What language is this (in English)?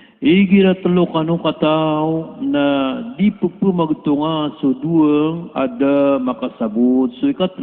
Maranao